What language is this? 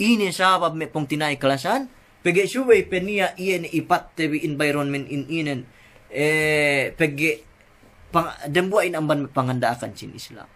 Yakan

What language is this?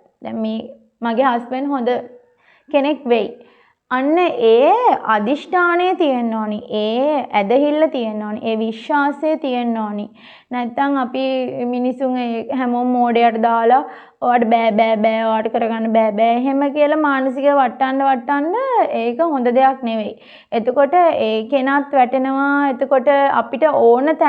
Sinhala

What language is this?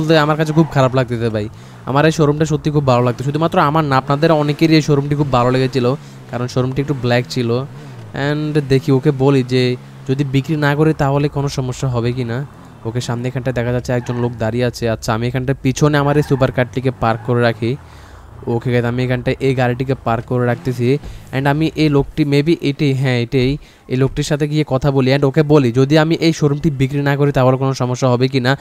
Bangla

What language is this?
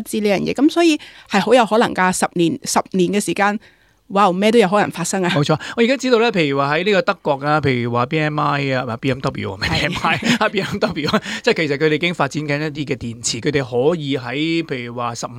Cantonese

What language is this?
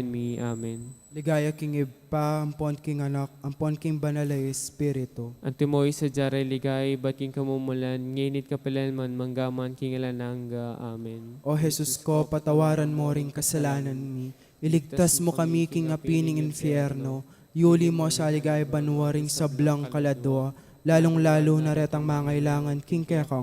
Pampanga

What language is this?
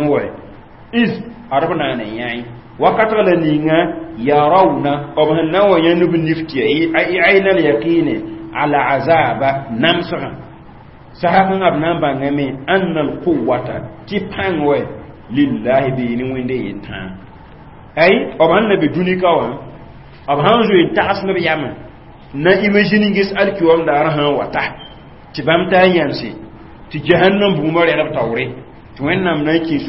Mossi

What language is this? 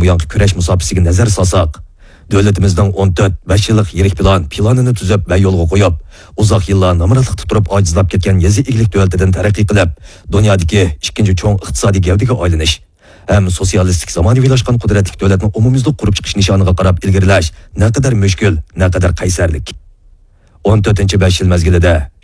Uyghur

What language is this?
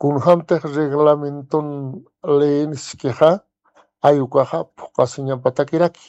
Aymara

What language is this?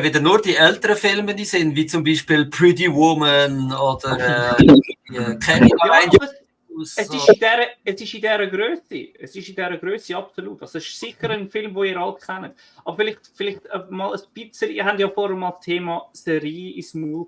Swiss German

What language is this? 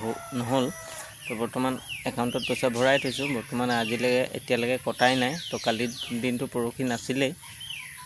Assamese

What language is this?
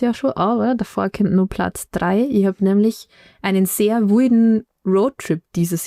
Bavarian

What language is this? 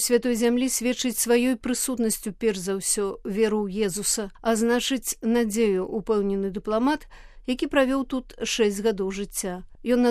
Belarusian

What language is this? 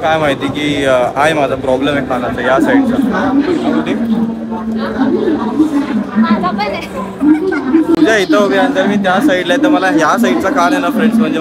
Marathi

